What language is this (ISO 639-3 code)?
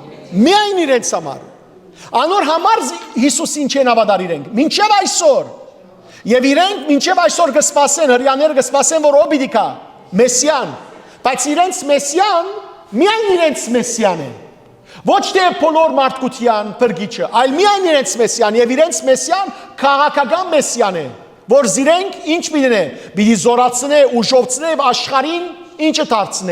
hyw